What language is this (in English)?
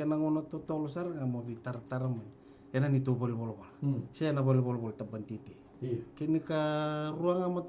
Fijian